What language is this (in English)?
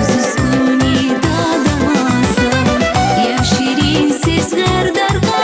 Tabassaran